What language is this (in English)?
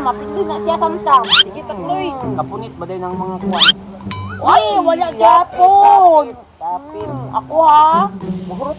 Cebuano